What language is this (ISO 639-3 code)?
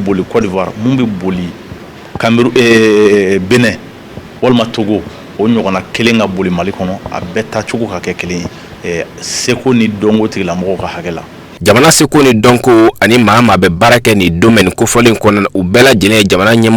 bam